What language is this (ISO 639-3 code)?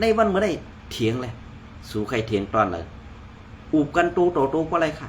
shn